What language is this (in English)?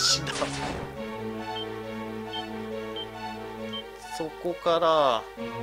Japanese